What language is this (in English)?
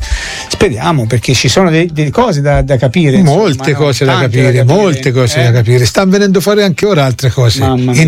Italian